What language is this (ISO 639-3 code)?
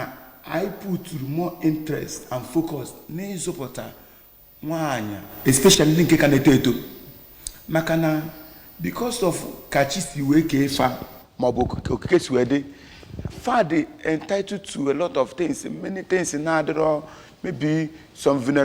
ibo